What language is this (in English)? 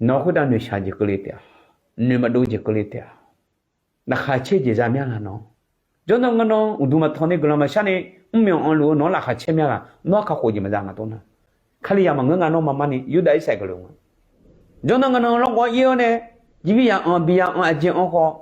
Akha